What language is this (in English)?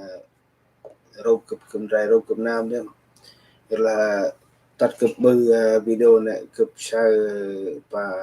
Central Mnong